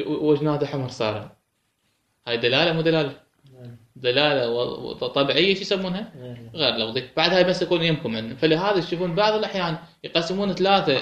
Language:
Mesopotamian Arabic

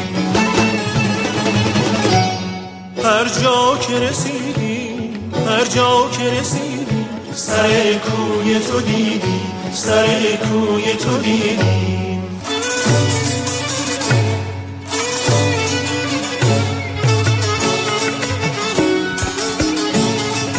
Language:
Czech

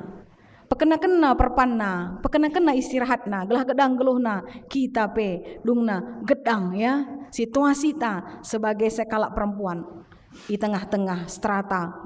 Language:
Batak Karo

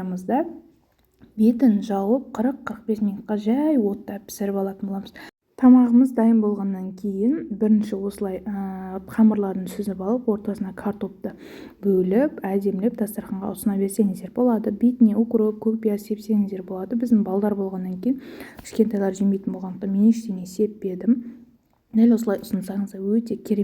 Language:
Kazakh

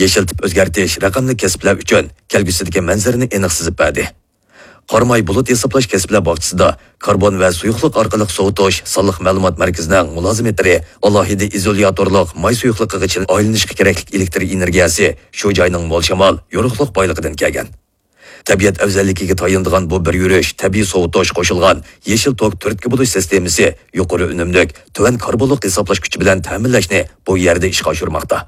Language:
Uyghur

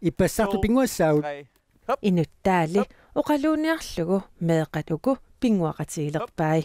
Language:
Kalaallisut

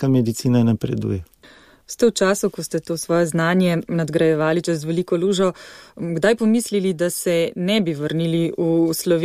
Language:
Slovenian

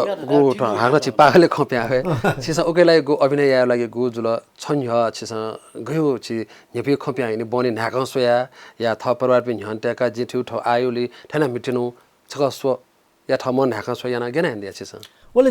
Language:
Newari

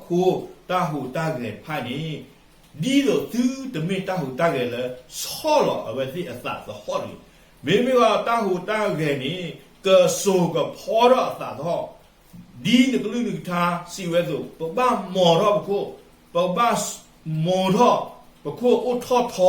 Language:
S'gaw Karen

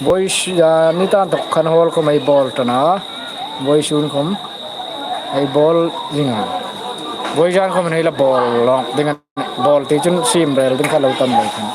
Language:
Hmar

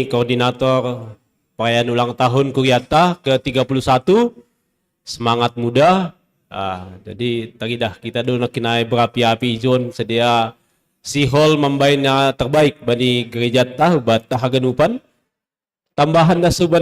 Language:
Batak Simalungun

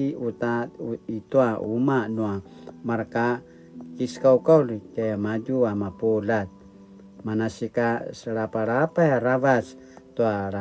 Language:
Paiwan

